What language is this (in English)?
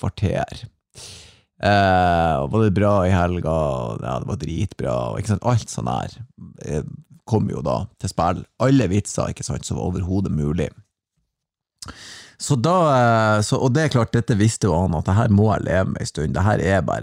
Norwegian